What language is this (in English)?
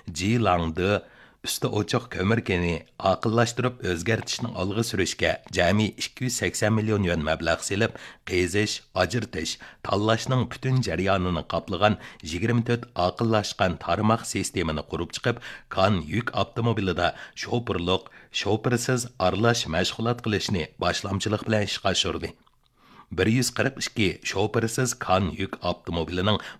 Uyghur